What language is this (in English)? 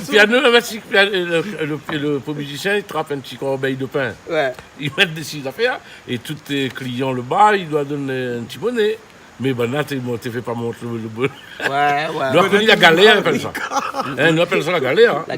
Réunion Creole French